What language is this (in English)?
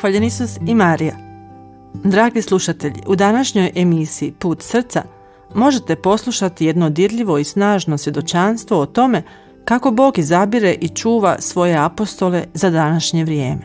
Bosnian